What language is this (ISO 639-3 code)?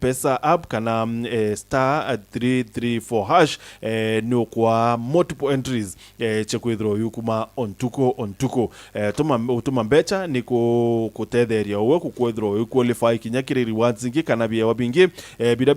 mer